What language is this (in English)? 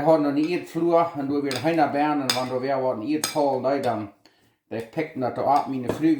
Plautdietsch